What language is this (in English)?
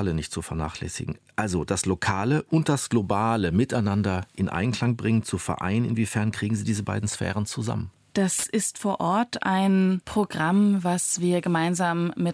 German